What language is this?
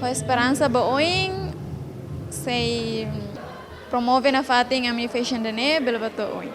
Tetum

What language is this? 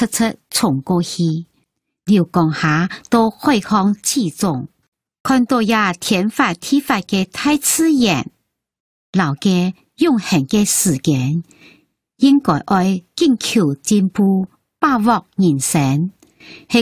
Hakka Chinese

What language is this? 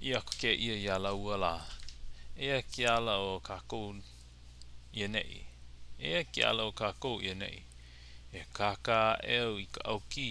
Hawaiian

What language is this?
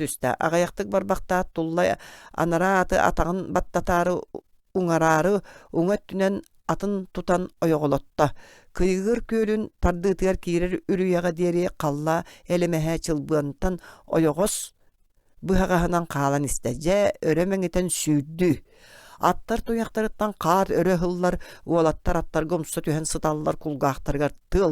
Yakut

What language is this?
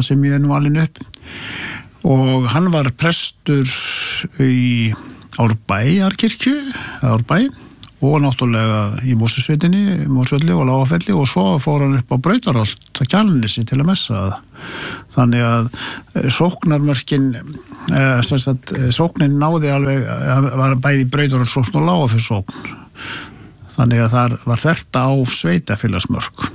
Icelandic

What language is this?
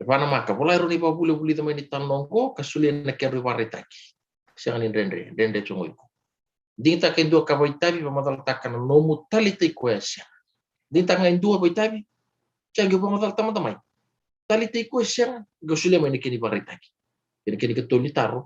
Fijian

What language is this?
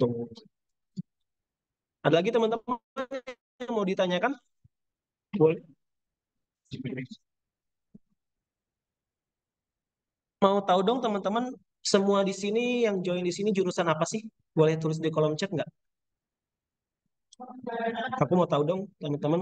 Indonesian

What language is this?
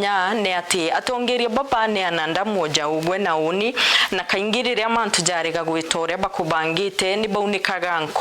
Meru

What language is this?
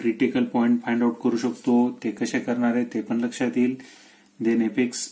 Marathi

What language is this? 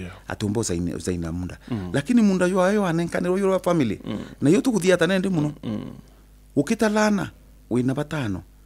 Meru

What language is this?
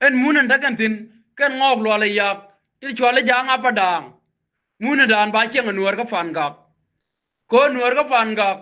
Nuer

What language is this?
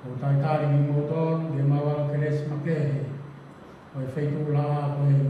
Tongan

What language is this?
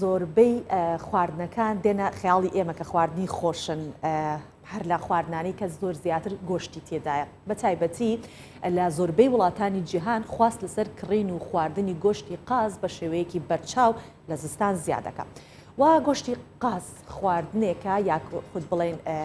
Central Kurdish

